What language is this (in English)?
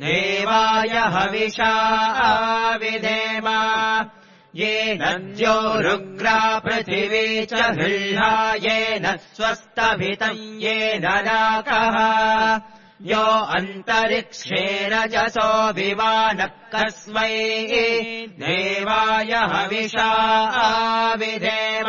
Sanskrit